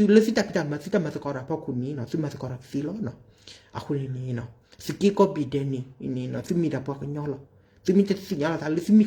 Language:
S'gaw Karen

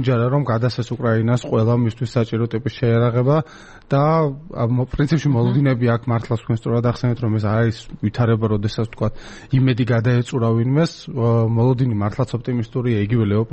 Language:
Georgian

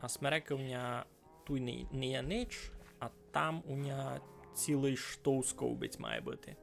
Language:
Rusyn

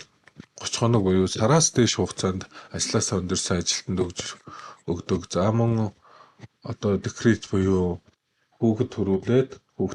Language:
Mongolian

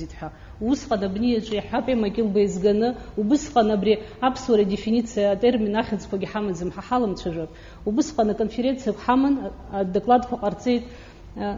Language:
Abkhazian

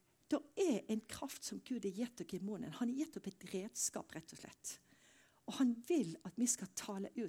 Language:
Norwegian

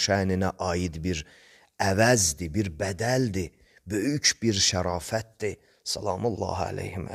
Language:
Azerbaijani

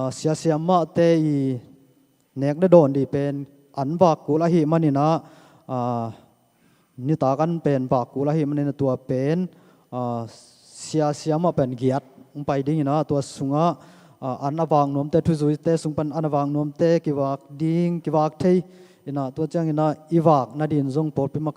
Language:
Tedim Chin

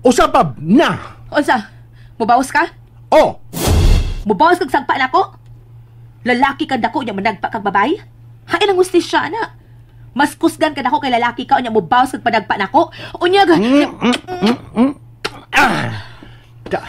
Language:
Cebuano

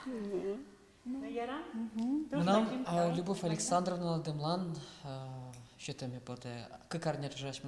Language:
Udmurt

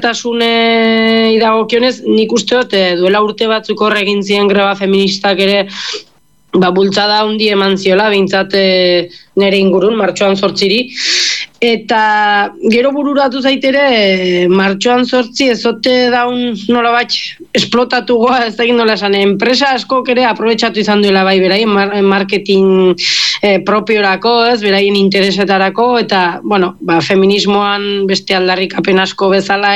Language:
Basque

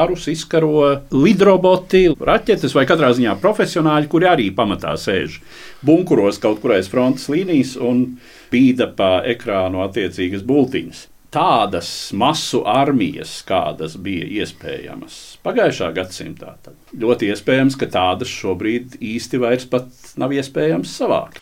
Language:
Latvian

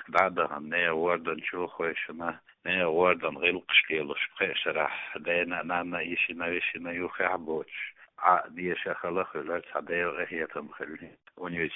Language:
Chechen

